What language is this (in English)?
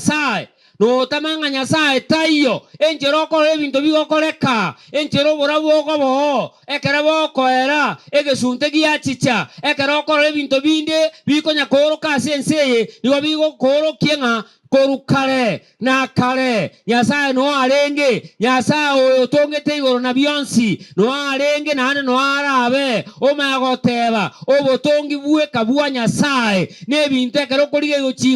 Gusii